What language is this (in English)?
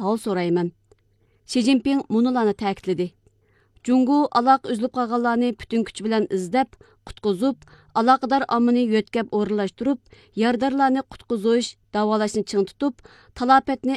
Uyghur